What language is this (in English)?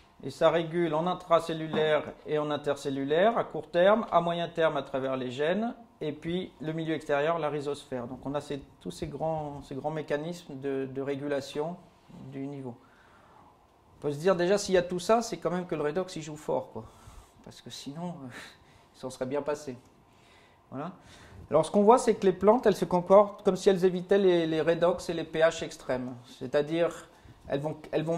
French